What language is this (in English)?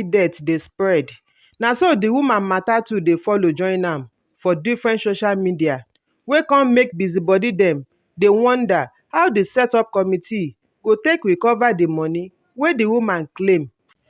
Nigerian Pidgin